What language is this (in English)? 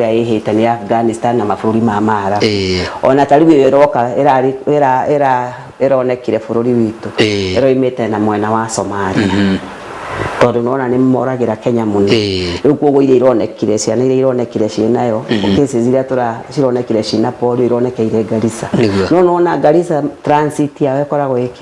Kikuyu